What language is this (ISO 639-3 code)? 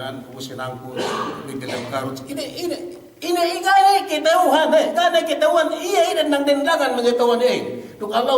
yka